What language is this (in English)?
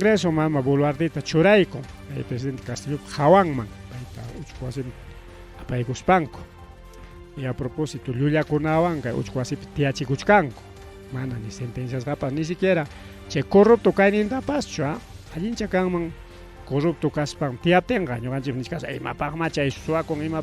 Ayacucho Quechua